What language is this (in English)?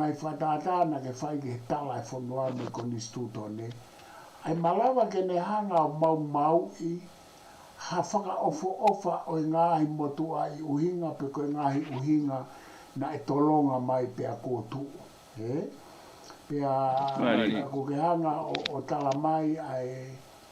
Tongan